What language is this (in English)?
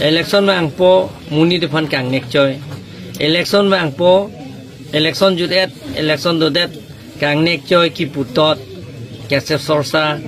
Karbi